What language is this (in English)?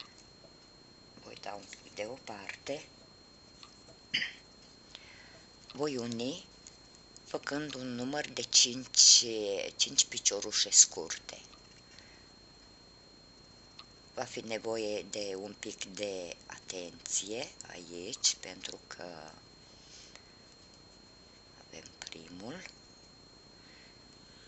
Romanian